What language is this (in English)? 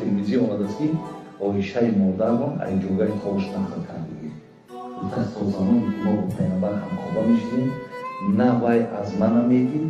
Tajik